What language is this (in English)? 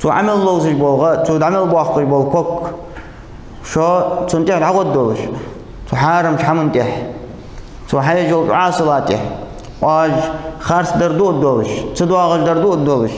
Ingush